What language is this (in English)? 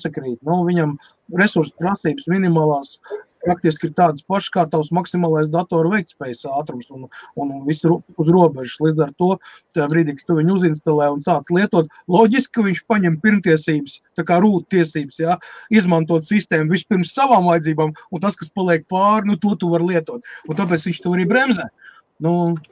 Latvian